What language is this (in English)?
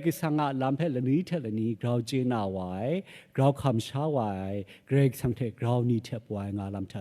Kachin